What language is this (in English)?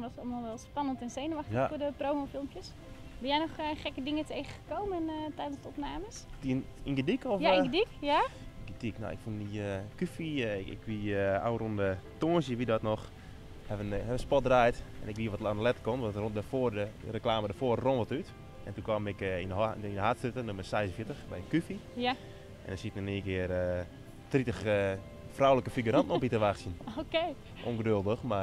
Western Frisian